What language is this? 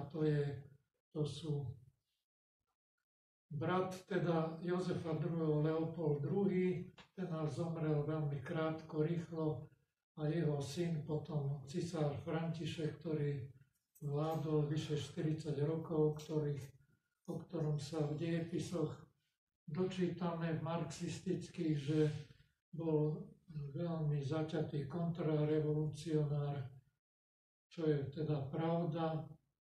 Slovak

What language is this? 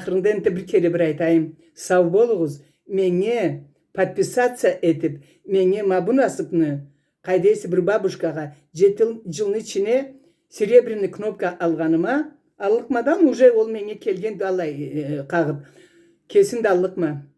Karachay-Balkar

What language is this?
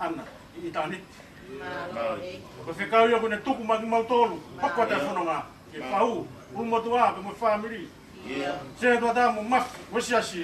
Tongan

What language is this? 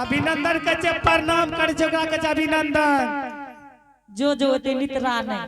Angika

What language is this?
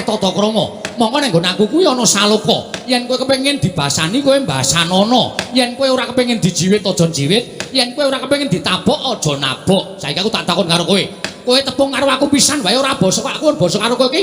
Javanese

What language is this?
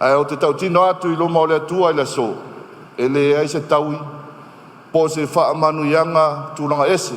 Samoan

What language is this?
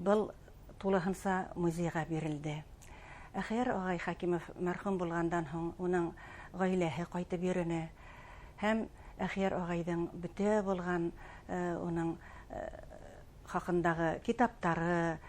Bashkir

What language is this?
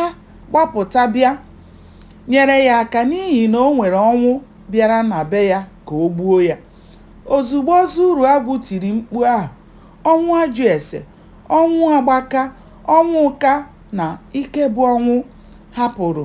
Igbo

